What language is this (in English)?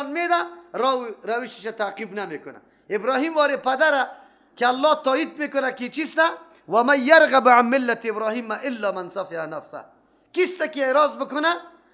Persian